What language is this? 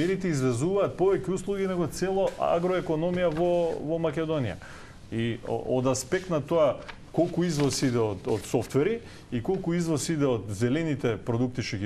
Macedonian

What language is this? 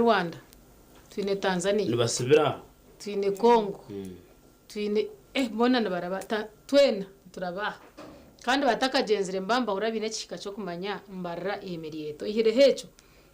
Nyankole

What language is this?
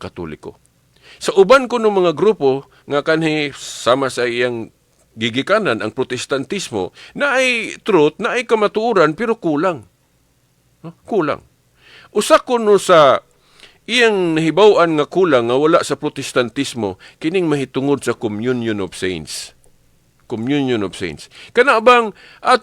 Cebuano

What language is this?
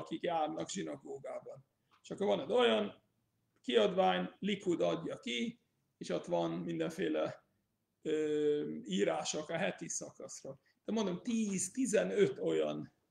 Hungarian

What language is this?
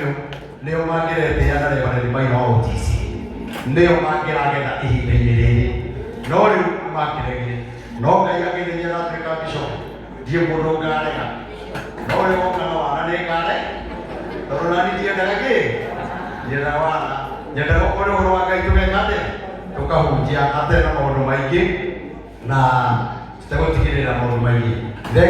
Kikuyu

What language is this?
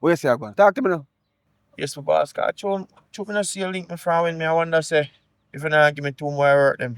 Jamaican Creole English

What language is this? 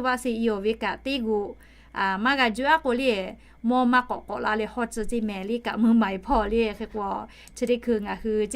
Lahu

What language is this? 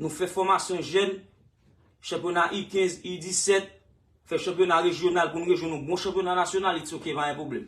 Haitian Creole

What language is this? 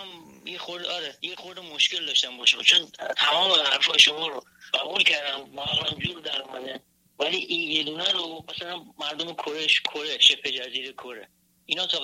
Persian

